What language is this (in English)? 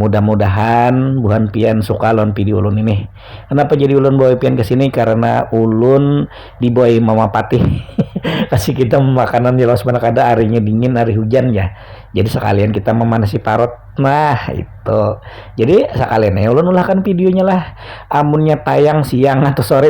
Banjar